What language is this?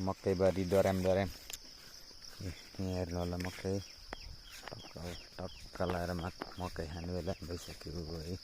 Nepali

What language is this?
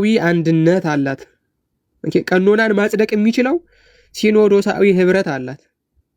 Amharic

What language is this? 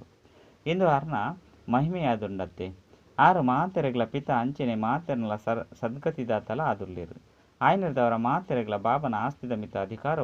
Tulu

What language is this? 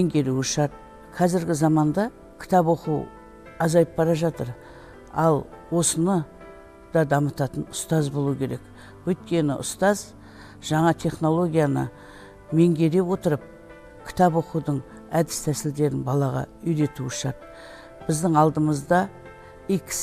Kazakh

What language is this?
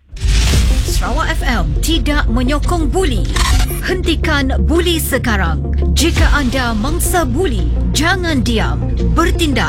Malay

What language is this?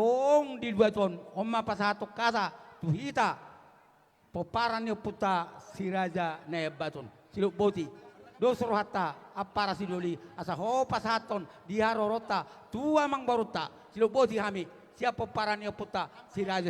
Batak Toba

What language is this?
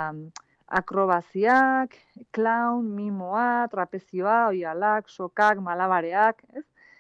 Basque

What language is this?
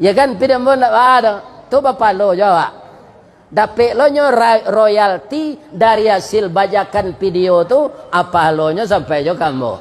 Minangkabau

